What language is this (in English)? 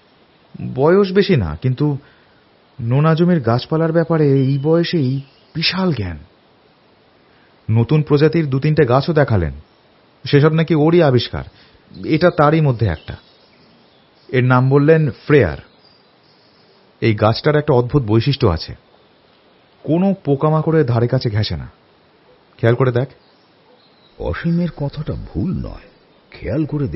Bangla